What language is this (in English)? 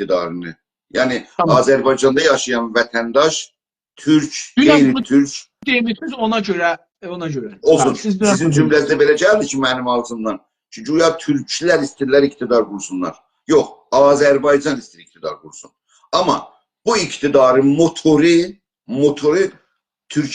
South Azerbaijani